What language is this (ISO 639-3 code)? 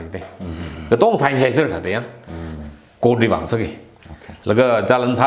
nmf